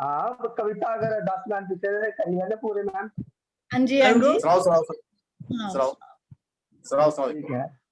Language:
Dogri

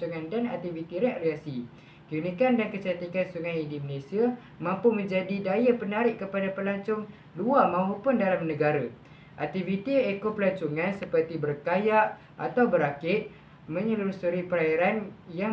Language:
Malay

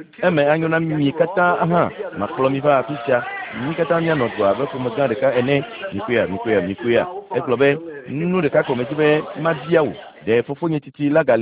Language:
Ewe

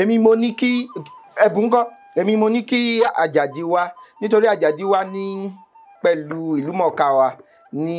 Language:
Yoruba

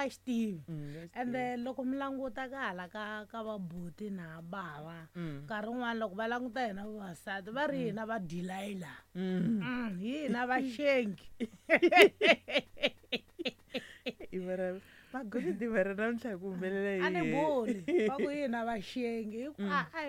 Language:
Tsonga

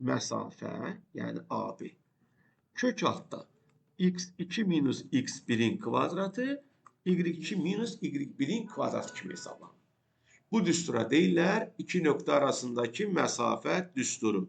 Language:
Azerbaijani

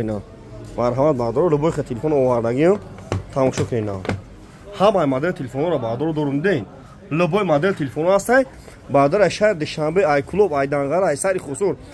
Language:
Tajik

